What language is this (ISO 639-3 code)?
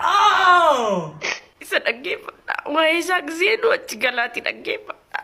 orm